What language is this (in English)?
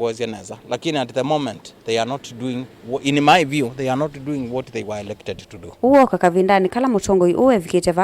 Kamba